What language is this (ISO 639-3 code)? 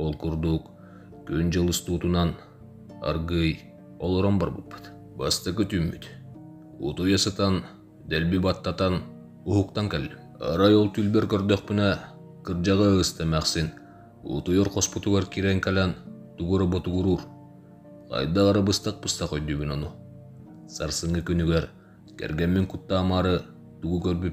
sah